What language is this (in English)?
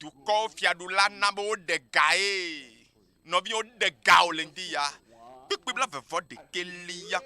Ewe